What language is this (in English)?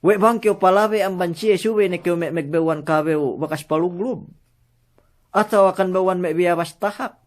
Yakan